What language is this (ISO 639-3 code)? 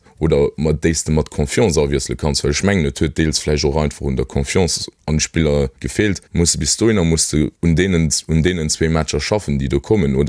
ltz